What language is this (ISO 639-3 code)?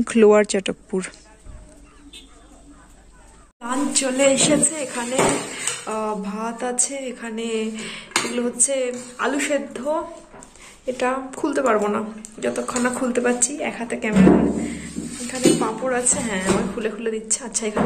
ben